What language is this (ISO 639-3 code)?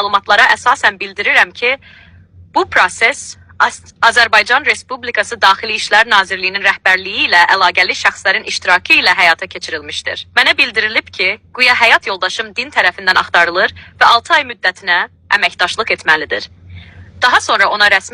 aze